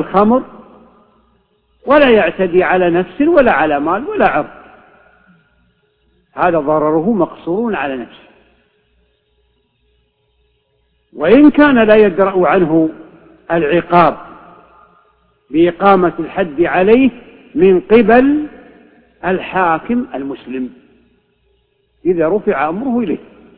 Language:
Arabic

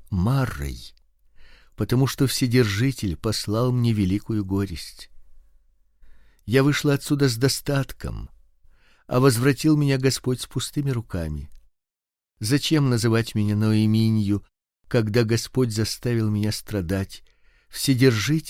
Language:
Russian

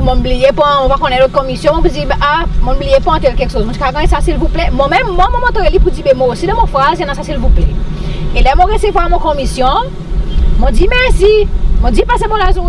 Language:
Seselwa Creole French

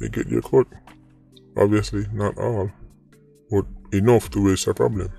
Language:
Jamaican Creole English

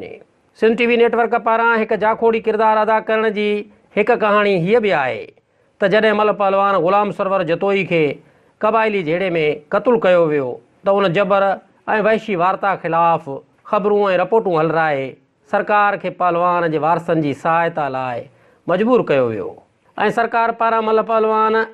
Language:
Sindhi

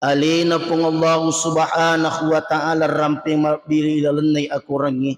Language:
Buginese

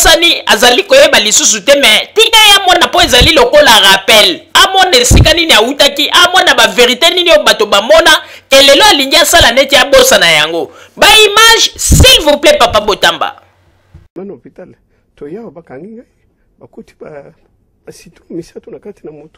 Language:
Lingala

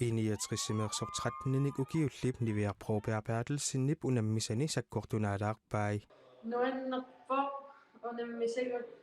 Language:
Kalaallisut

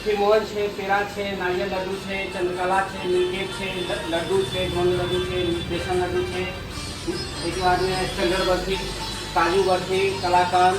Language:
Maithili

